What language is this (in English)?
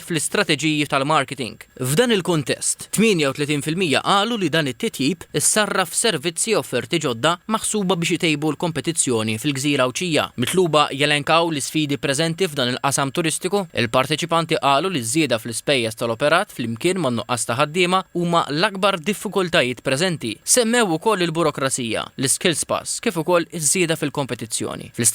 Maltese